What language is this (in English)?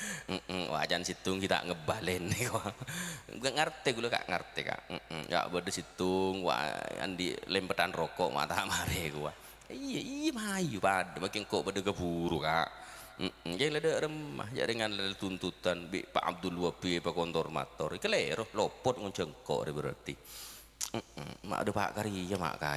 Madurese